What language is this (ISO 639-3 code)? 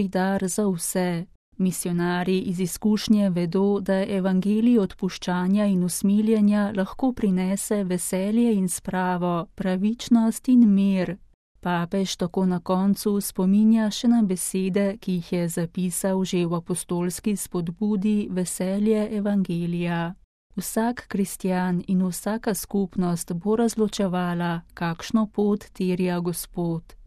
slv